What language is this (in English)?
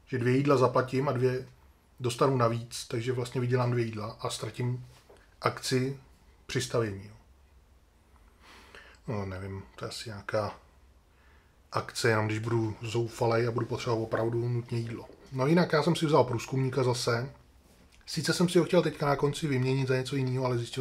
Czech